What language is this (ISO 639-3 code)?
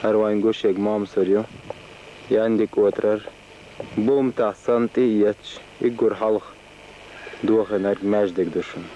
che